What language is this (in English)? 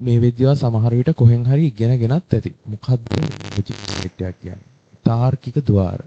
Sinhala